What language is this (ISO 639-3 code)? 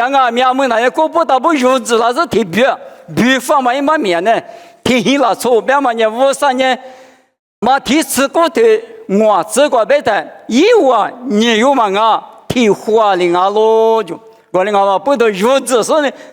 lis